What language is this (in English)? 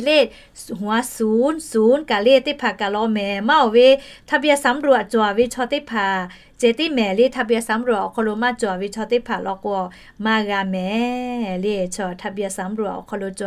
Lahu